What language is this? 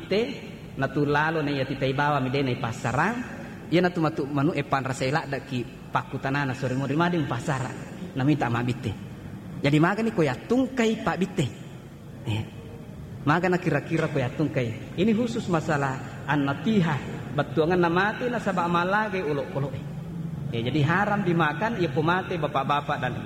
Buginese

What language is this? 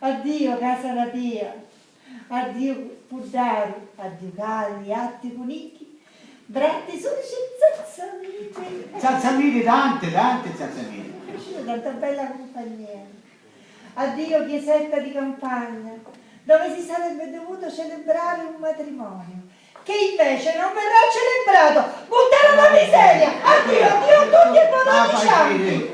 Sicilian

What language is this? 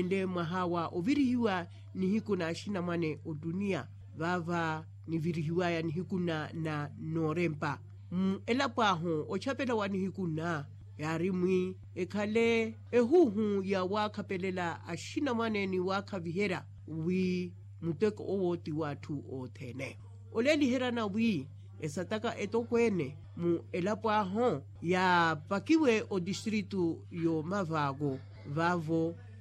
Makhuwa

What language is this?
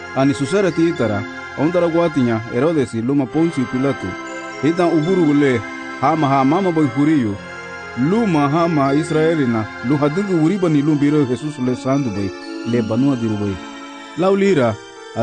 Garifuna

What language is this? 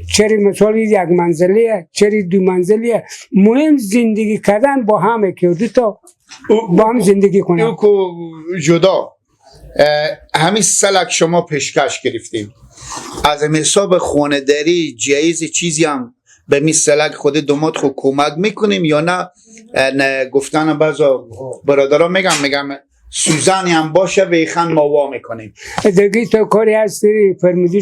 Persian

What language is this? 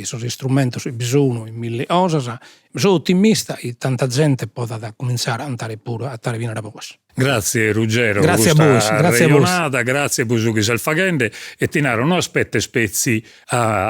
Sardinian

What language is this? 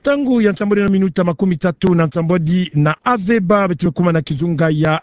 Kituba (Democratic Republic of Congo)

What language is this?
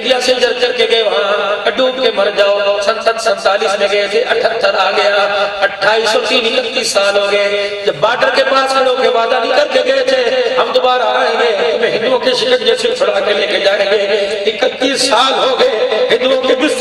Urdu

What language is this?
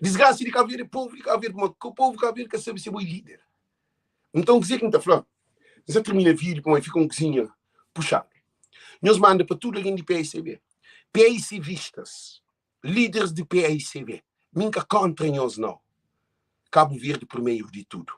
Kabuverdianu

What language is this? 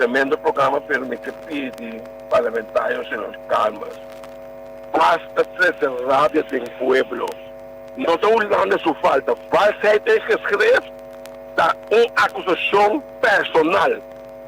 Papiamento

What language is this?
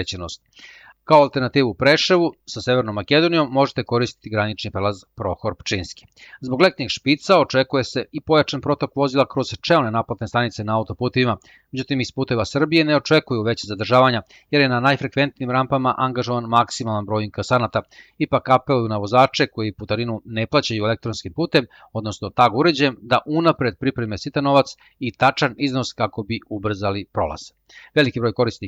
Serbian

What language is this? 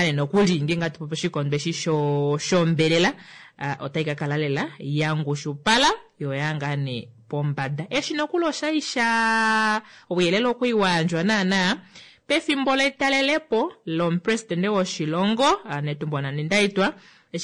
Kuanyama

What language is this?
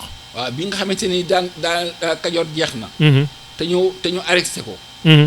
Wolof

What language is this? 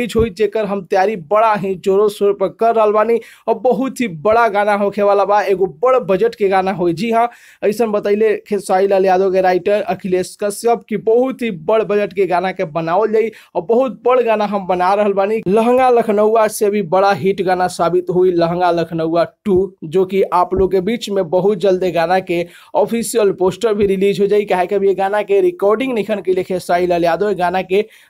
Bhojpuri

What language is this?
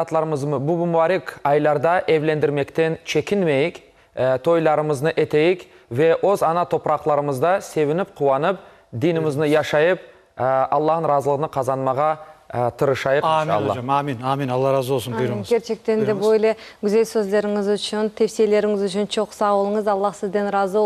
Crimean Tatar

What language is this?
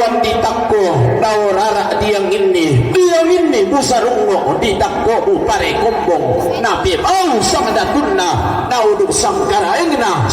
Toraja-Sa'dan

